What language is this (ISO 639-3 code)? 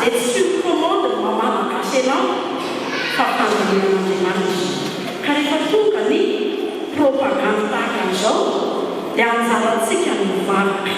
mlg